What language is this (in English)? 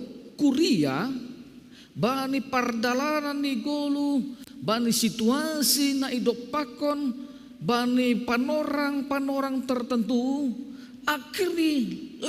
Batak Simalungun